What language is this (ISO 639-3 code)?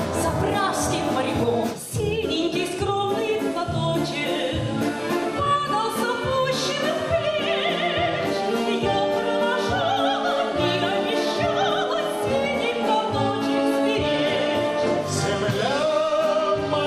rus